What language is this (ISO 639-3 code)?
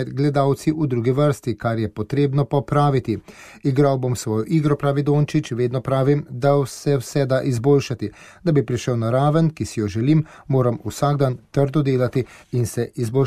slv